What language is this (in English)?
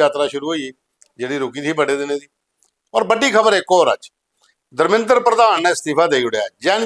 Dogri